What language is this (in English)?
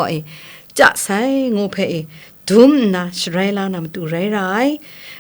Kachin